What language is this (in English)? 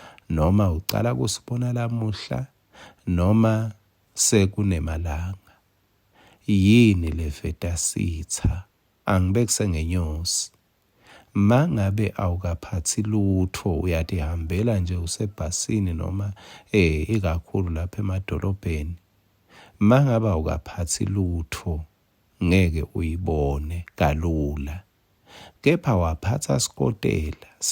Swati